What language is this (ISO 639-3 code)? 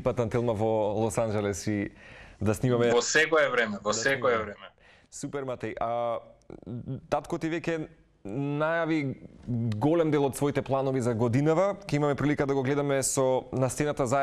mkd